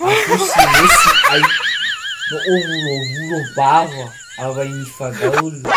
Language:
Nias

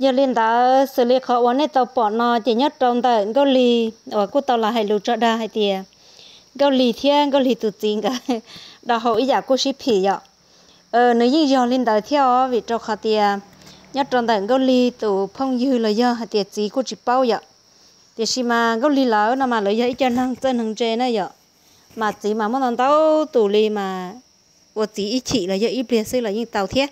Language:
Hmong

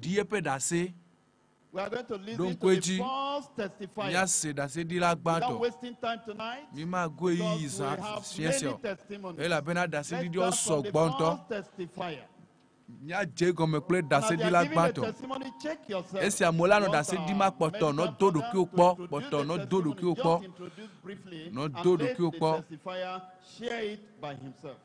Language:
Ewe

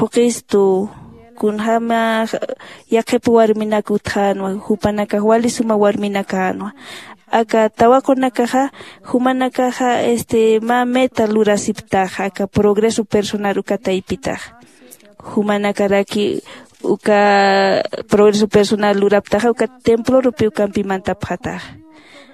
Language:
Aymara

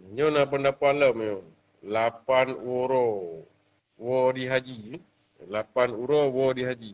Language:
Achinese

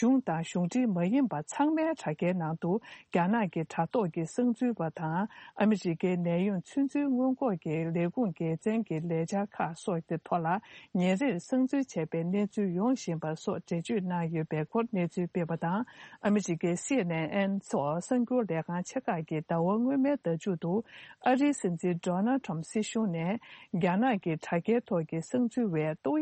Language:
Tibetan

